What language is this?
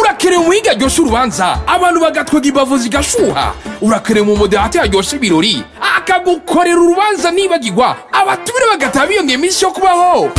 Rundi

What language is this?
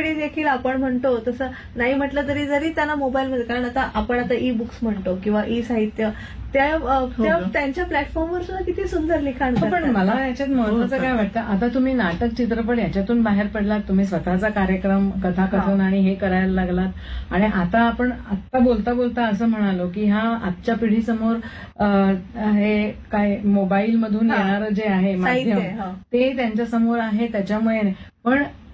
Marathi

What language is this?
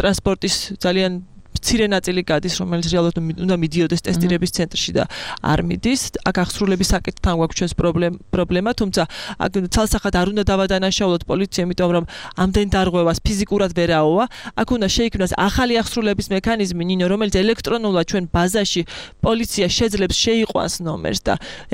Georgian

